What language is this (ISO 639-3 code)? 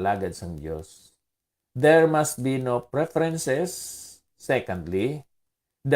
hil